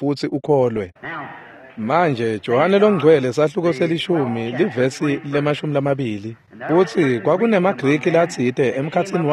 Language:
Swati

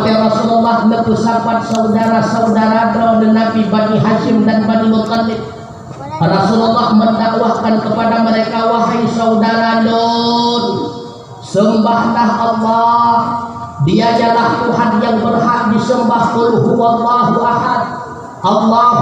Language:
Achinese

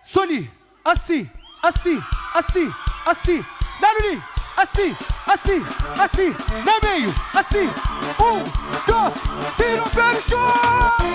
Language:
Kabuverdianu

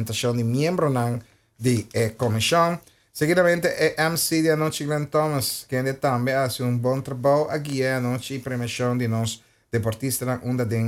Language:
Papiamento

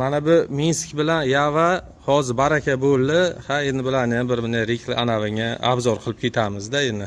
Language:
Uzbek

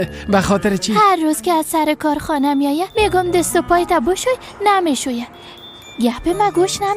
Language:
Persian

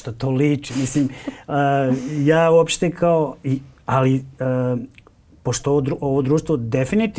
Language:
Serbian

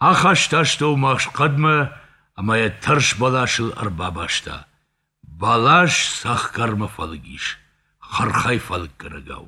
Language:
Ossetic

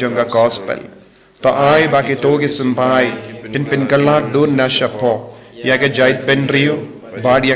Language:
Khasi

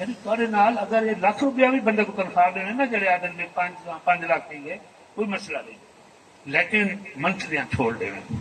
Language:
Saraiki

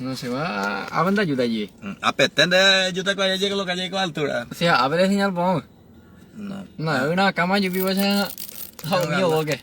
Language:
Guarani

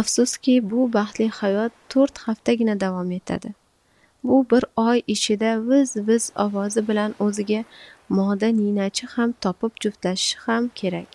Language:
Uzbek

